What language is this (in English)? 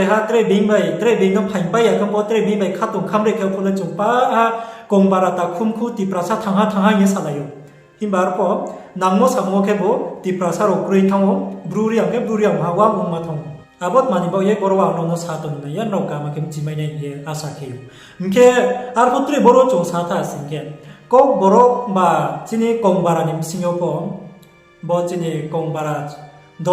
Riang (India)